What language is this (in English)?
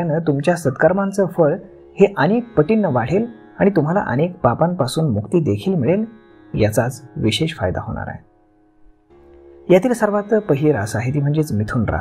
Marathi